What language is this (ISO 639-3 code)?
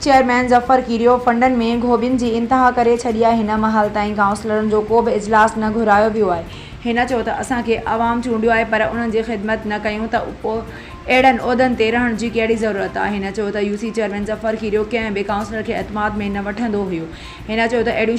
snd